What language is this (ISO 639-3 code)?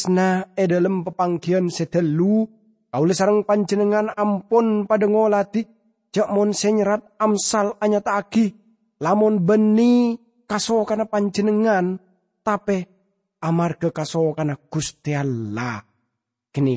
mad